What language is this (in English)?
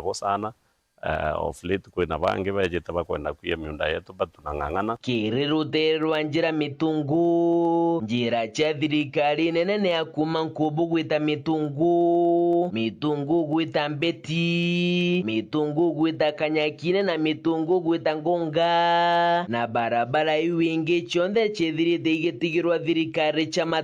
Meru